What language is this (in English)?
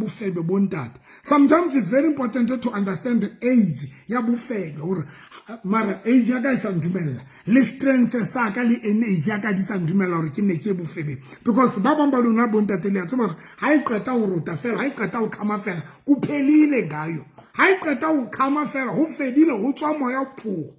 Southern Sotho